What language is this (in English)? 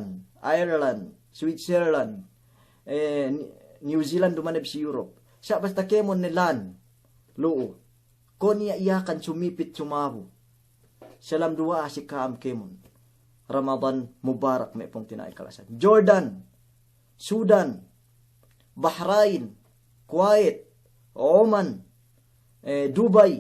Yakan